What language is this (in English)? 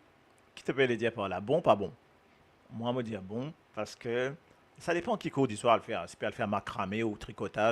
Morisyen